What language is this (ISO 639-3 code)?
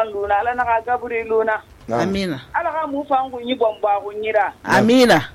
sus